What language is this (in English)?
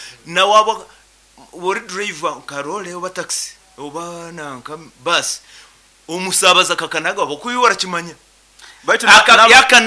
Nyankole